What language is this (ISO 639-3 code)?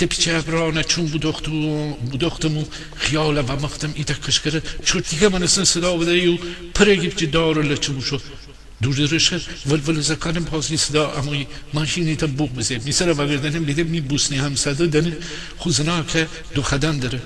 glk